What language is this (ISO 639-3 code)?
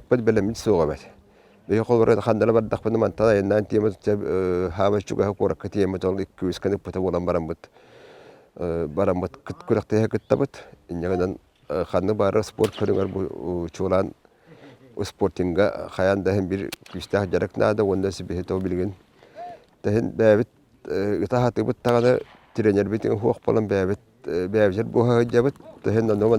sah